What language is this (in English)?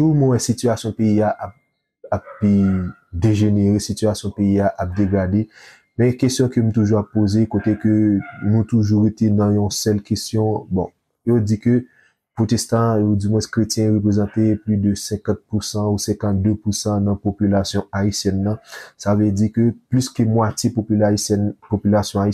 Haitian Creole